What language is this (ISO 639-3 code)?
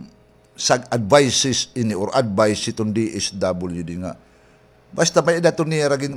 war